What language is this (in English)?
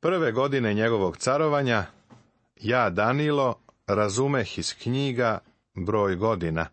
Serbian